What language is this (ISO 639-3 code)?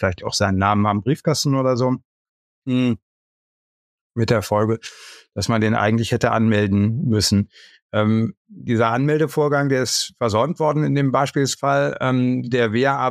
deu